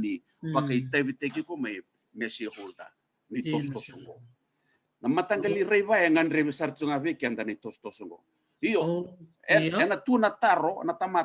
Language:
Fijian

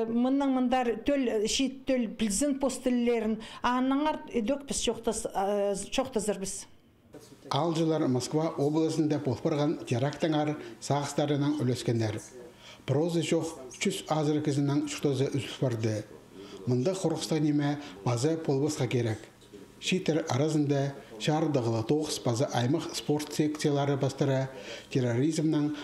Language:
Khakas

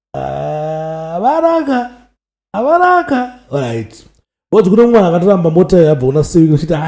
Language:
Shona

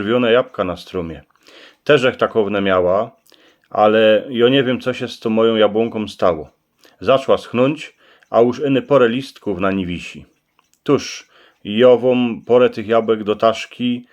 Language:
Silesian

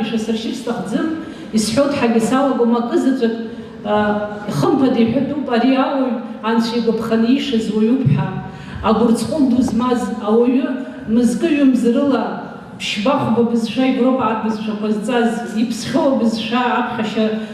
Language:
Abkhazian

